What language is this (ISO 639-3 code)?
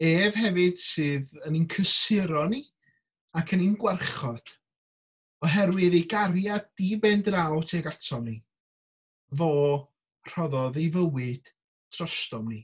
cym